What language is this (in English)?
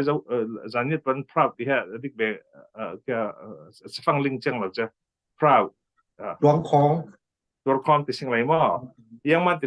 Falam Chin